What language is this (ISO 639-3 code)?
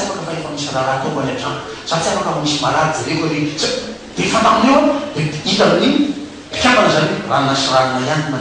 mlg